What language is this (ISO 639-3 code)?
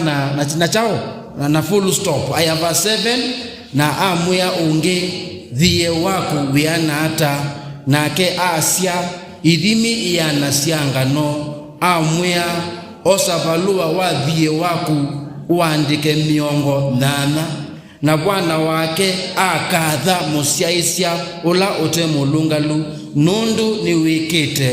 kam